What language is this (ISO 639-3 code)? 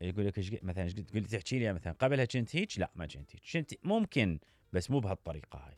acm